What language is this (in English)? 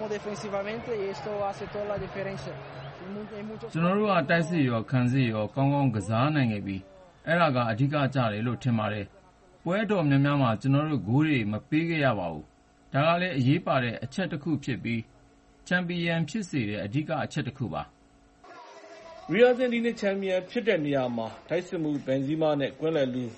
Burmese